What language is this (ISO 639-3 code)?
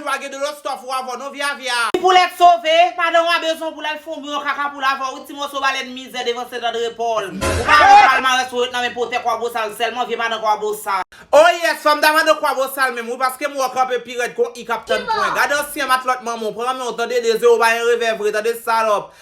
hat